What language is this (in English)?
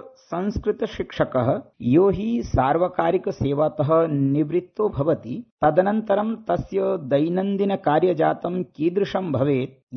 Sanskrit